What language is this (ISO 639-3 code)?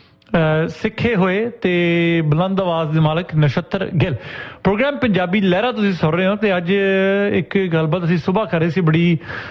pan